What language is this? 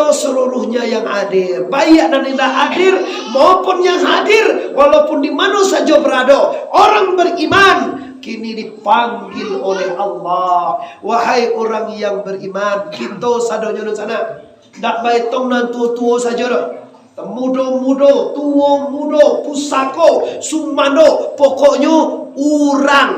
Minangkabau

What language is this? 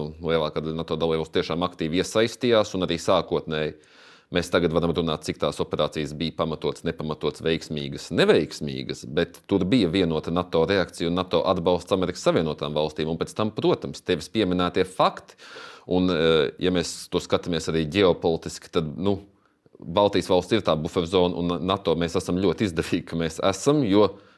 Latvian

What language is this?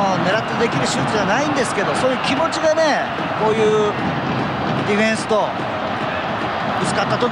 Japanese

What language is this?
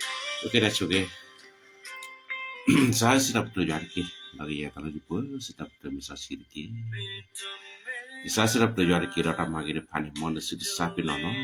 S'gaw Karen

